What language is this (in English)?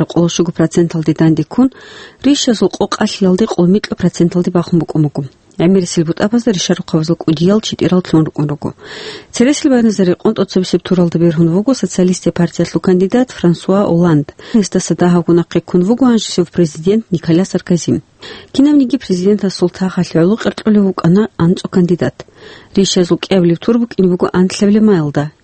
Avaric